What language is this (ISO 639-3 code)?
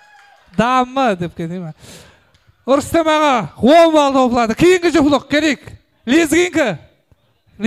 kaa